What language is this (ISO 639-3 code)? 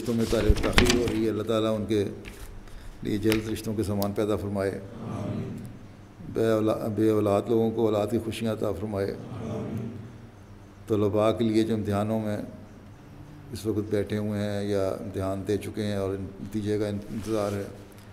urd